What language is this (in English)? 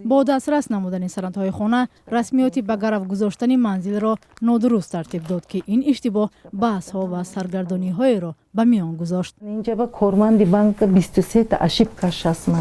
Tajik